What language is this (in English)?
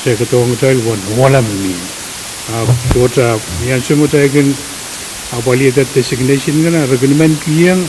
Pohnpeian